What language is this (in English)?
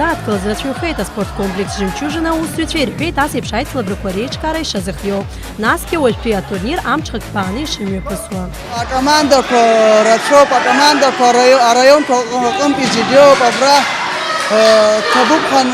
Abkhazian